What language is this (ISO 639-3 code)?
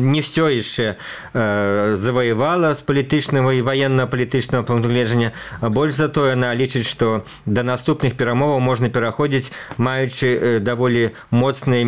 bel